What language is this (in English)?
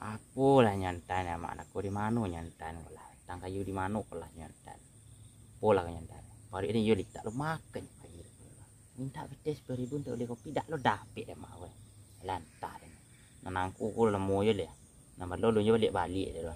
Minangkabau